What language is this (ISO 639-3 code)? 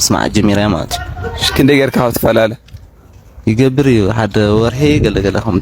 tir